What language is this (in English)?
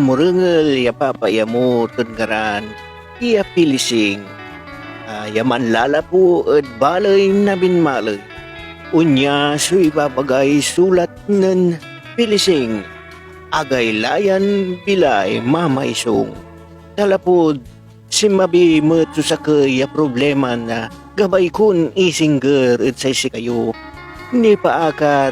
Pangasinan